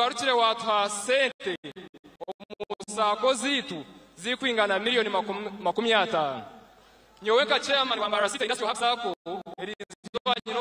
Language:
Nyankole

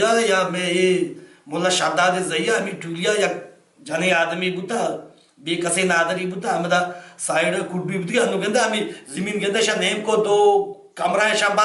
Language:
Baluchi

